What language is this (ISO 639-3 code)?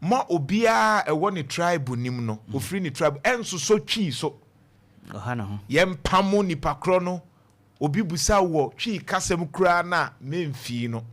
aka